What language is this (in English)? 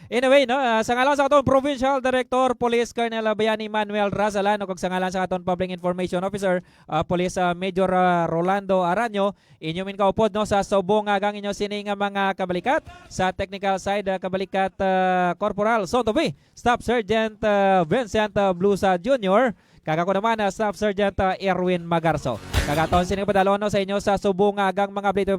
Hiligaynon